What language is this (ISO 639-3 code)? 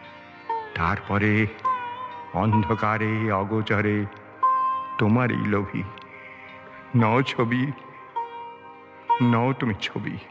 ben